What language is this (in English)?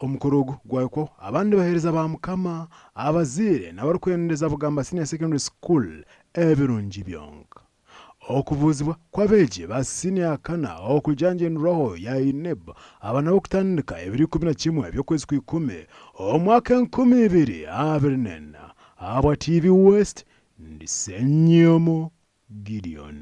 Nyankole